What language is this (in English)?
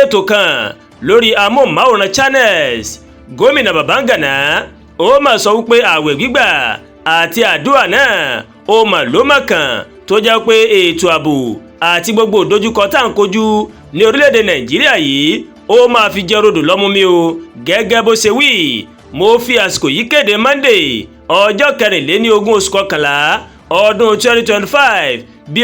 Yoruba